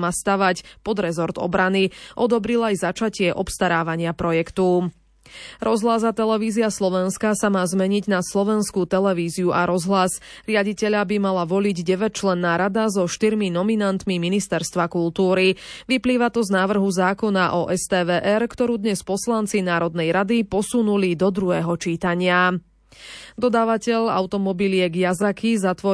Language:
Slovak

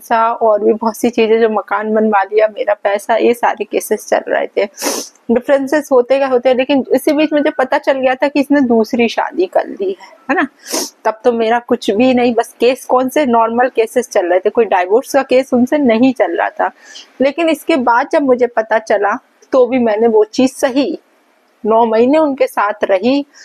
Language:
Hindi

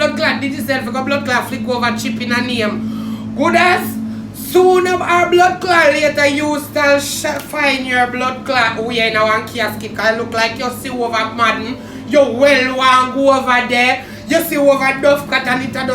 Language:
Jamaican Creole English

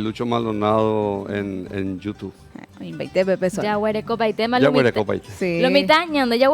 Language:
Guarani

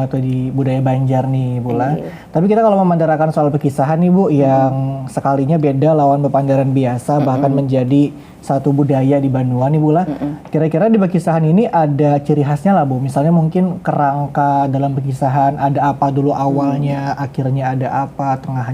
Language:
Banjar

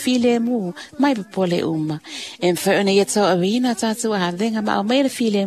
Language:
Samoan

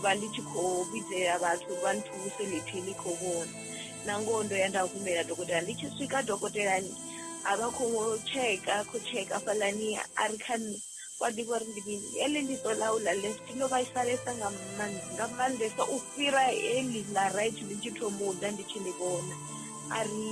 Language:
Venda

